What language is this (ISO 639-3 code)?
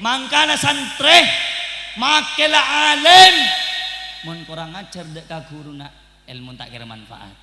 mad